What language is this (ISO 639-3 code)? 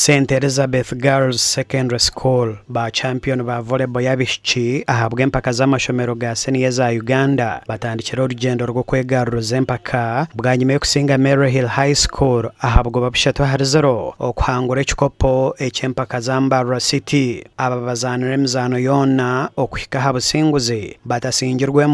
nyn